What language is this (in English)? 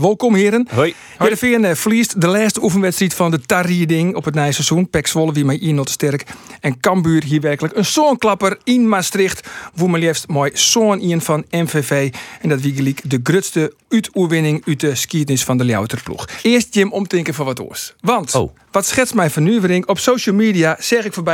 Western Frisian